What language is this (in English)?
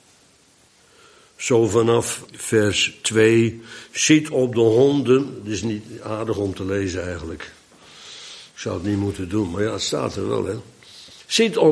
Dutch